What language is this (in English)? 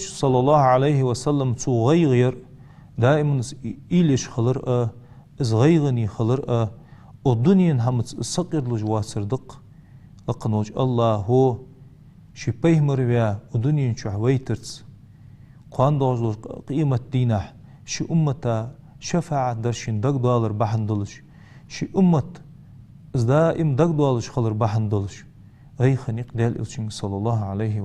Ingush